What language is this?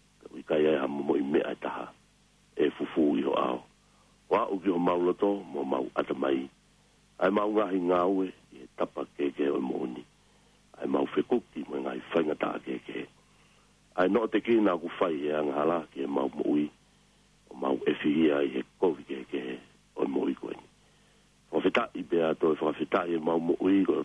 Tongan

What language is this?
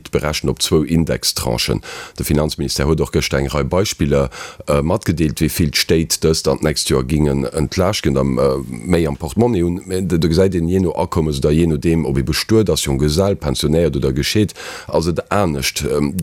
Luxembourgish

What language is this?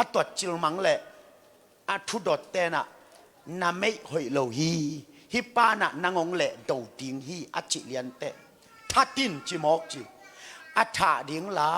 Tedim Chin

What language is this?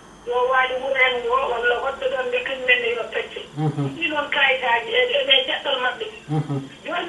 Fula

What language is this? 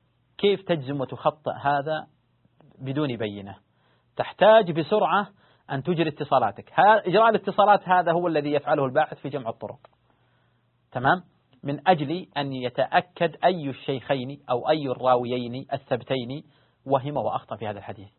Arabic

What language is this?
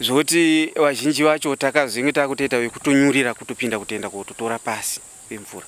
Shona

